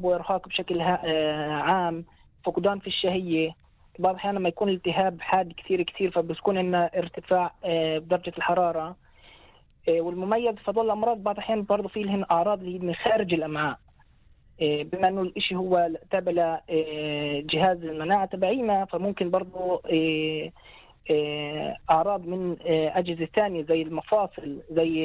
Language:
North Levantine Arabic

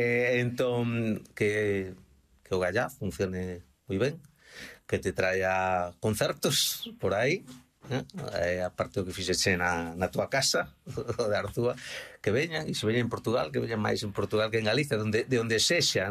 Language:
Galician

